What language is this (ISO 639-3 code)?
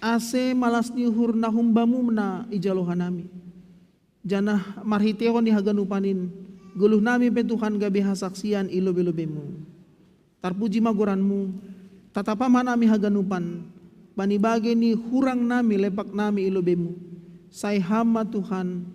bts